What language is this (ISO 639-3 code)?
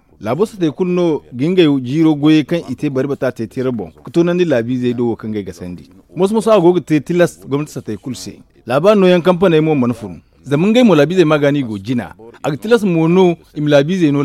dje